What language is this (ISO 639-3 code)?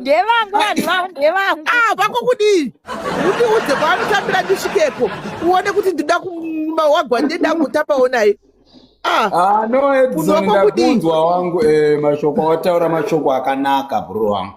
sna